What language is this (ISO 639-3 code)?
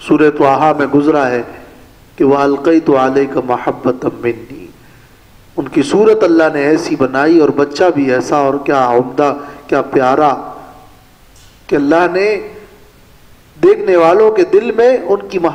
urd